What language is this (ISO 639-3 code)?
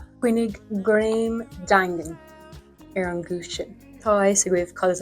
gle